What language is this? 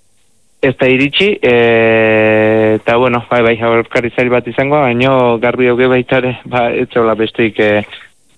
Basque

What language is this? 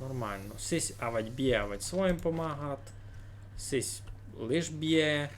Rusyn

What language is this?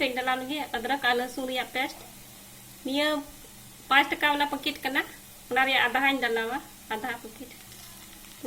Santali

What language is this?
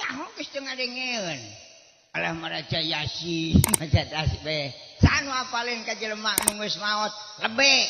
Sundanese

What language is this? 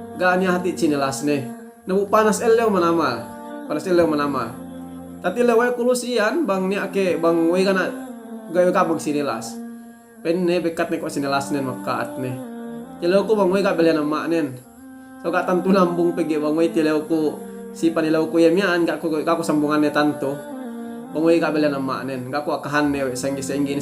Yakan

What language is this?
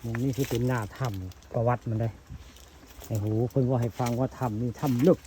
Northeastern Thai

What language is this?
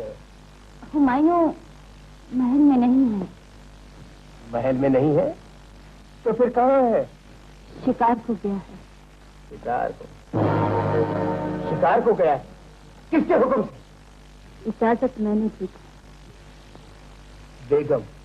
Hindi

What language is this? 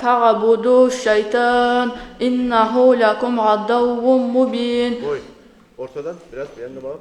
Kumyk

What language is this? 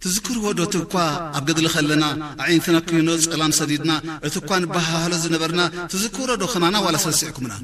Tigrinya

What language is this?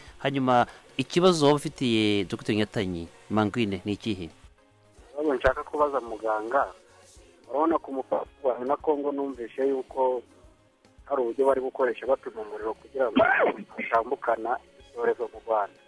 Kinyarwanda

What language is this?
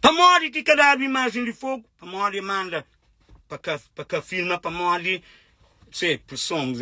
Kabuverdianu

